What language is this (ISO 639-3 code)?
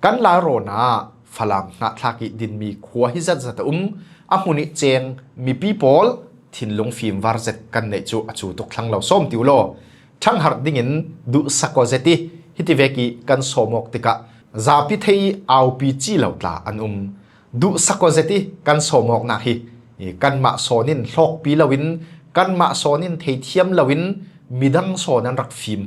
cfm